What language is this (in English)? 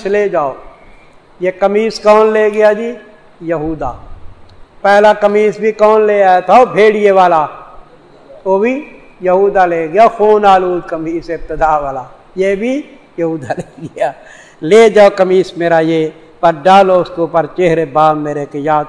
Urdu